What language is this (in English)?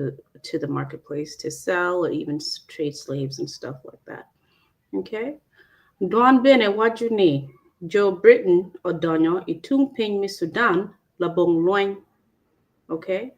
Acoli